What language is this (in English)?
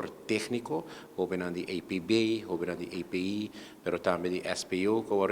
Papiamento